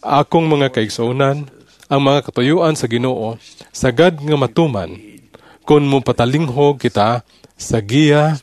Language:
Cebuano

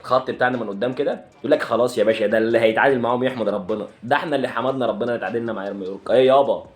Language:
Egyptian Arabic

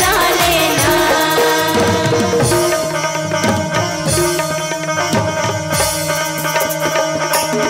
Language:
Chhattisgarhi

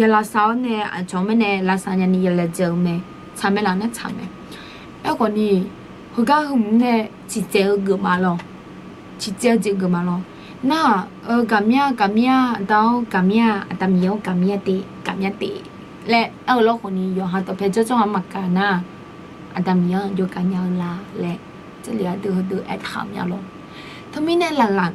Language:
Akha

